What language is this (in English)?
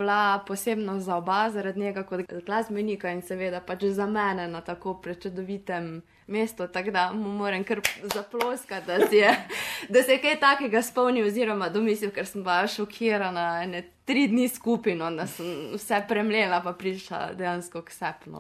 Slovenian